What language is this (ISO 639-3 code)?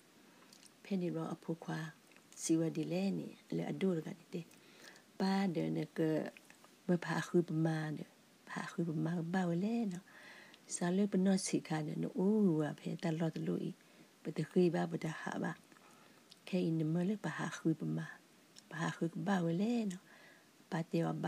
ksw